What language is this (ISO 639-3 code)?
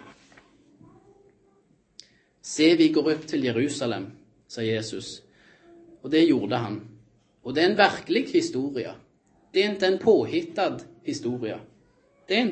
nor